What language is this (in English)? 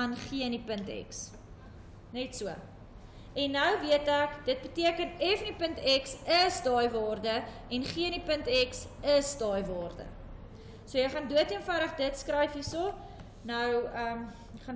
Afrikaans